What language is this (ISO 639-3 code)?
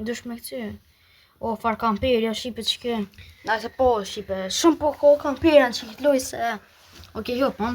sqi